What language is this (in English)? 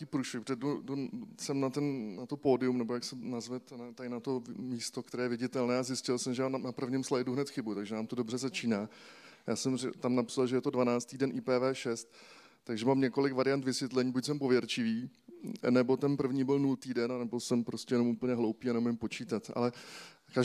Czech